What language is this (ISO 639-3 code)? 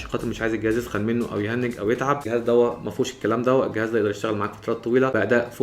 arz